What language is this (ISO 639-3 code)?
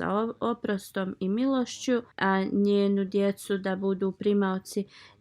bos